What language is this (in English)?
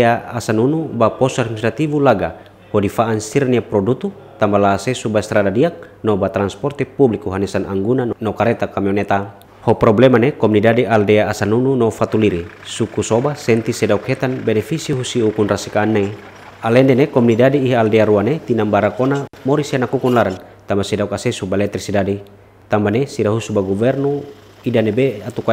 Tetum